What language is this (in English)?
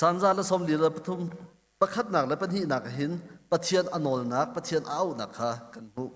Hakha Chin